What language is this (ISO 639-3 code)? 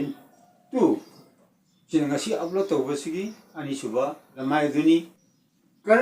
mni